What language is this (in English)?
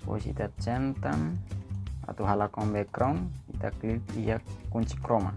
Tetum